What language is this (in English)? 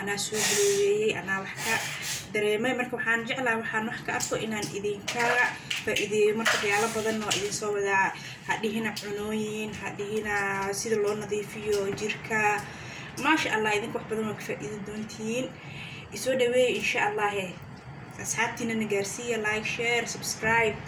Somali